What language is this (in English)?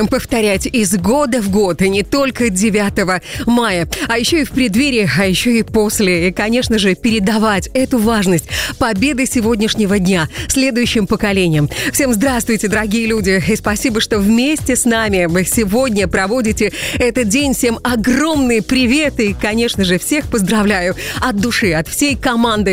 Russian